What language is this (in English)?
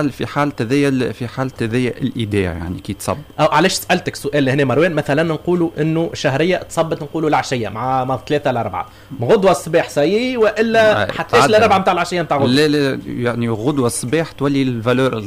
Tunisian Arabic